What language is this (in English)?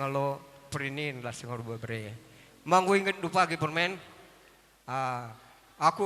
Batak Karo